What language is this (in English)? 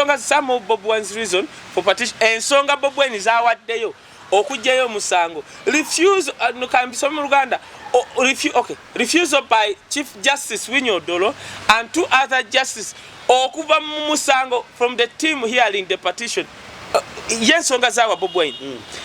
Ganda